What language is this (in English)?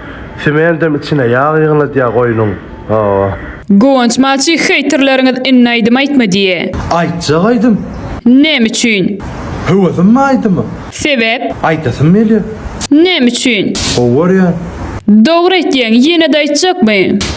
Turkmen